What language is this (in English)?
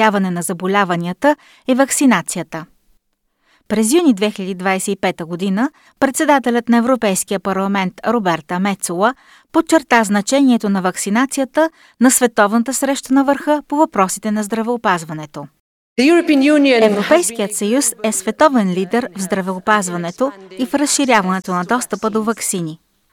Bulgarian